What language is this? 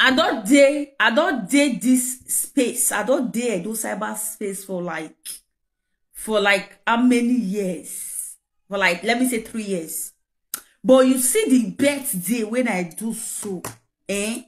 Nigerian Pidgin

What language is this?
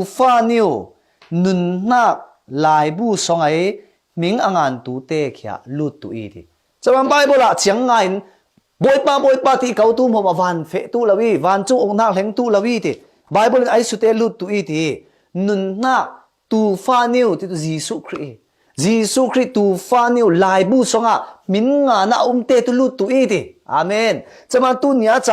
Falam Chin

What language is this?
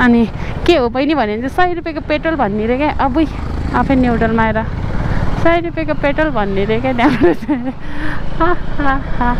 Nepali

